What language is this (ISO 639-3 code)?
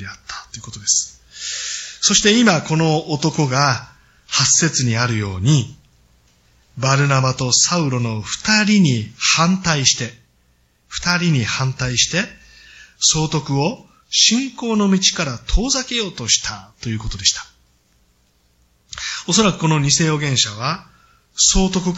jpn